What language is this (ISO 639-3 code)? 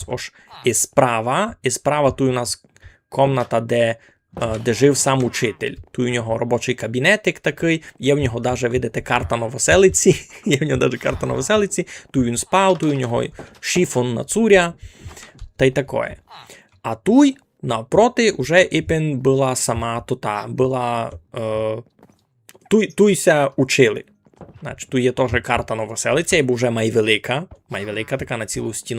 rue